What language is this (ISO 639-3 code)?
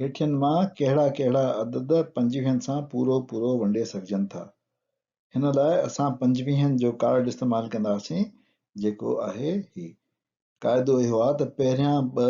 snd